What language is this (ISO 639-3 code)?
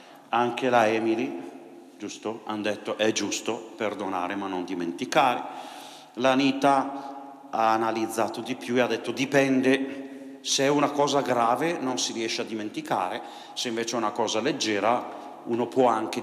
ita